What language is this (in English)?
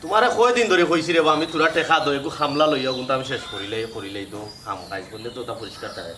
Sylheti